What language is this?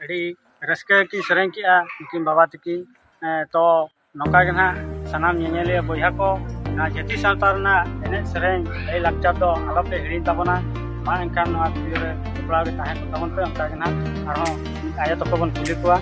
Santali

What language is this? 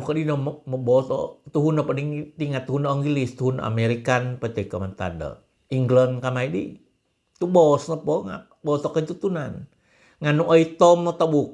Central Dusun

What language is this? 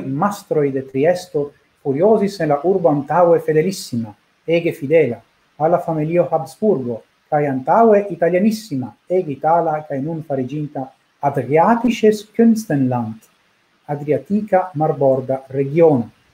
Esperanto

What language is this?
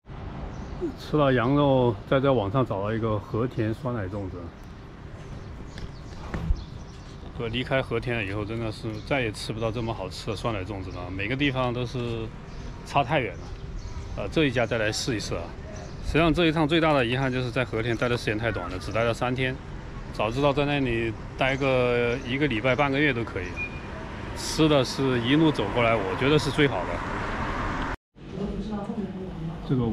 Chinese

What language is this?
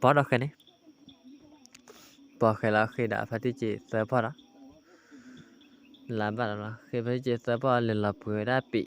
S'gaw Karen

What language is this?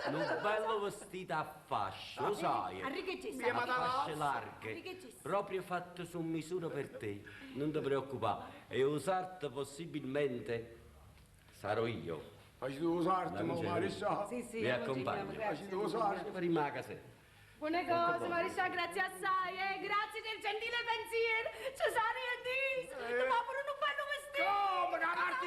Neapolitan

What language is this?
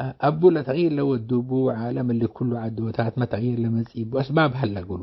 Tigre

